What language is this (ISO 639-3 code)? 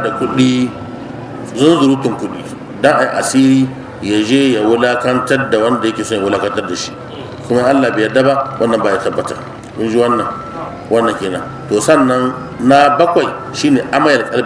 hau